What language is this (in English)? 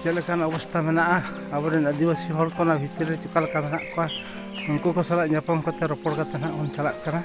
Santali